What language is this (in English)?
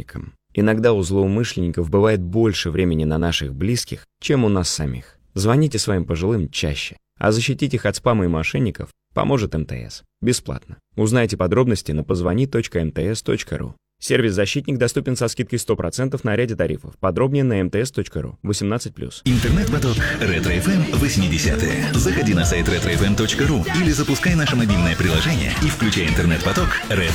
Russian